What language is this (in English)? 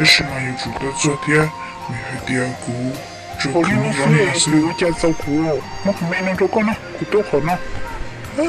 Hmong